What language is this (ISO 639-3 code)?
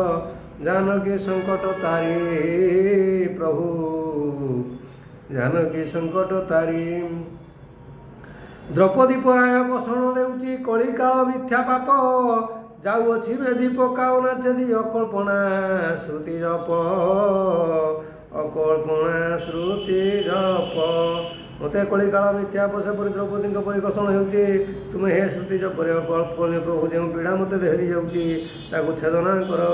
ori